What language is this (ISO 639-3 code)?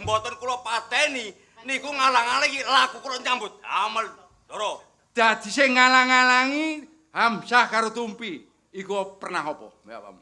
jav